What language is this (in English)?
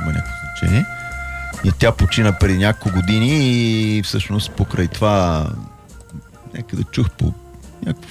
Bulgarian